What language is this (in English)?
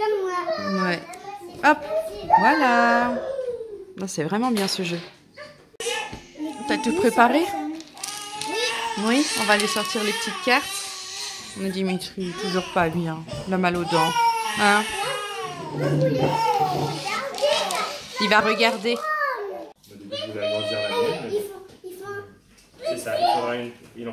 French